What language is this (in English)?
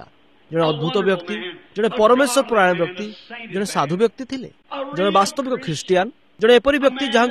Odia